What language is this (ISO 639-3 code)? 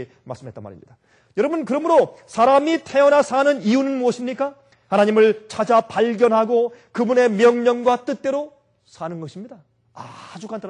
kor